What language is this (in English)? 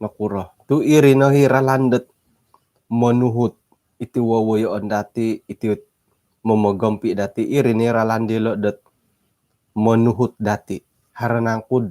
Central Dusun